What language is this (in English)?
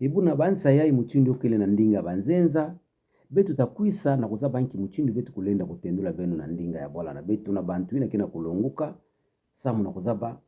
Kituba (Democratic Republic of Congo)